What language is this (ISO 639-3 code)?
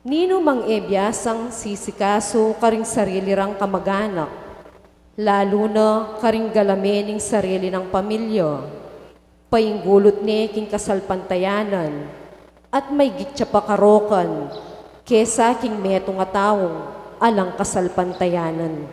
pam